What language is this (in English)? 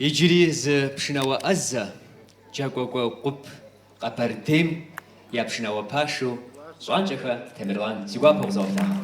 Kabardian